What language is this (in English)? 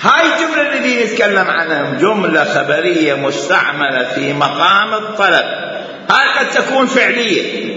Mesopotamian Arabic